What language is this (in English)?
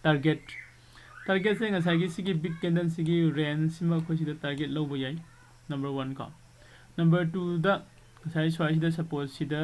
Manipuri